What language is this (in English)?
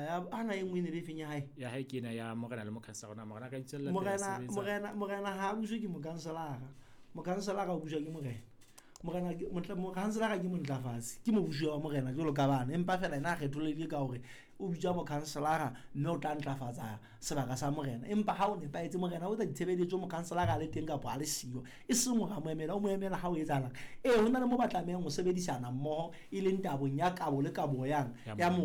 Southern Sotho